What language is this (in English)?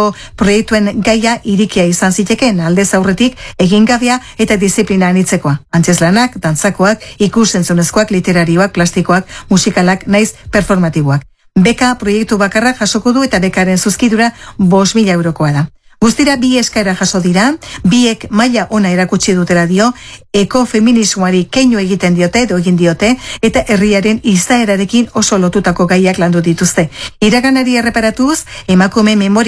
Basque